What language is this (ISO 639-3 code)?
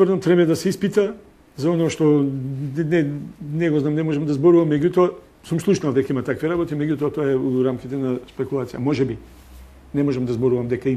mkd